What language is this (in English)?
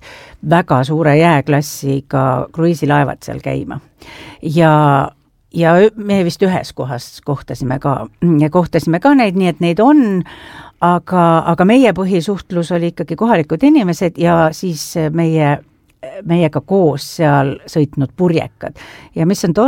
Estonian